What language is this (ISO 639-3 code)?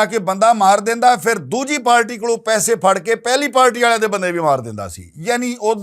lah